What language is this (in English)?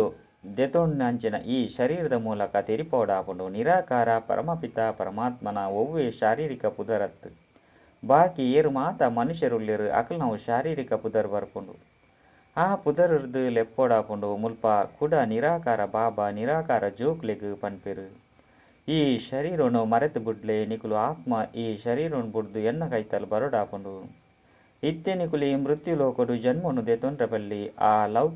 Tulu